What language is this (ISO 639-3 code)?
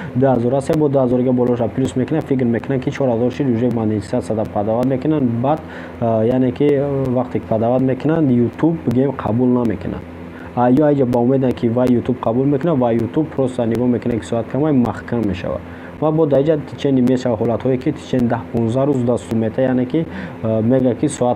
tgk